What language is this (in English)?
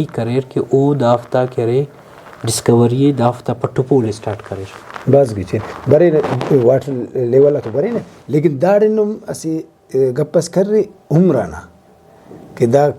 Brahui